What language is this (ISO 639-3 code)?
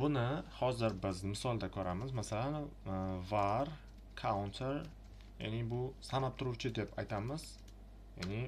uzb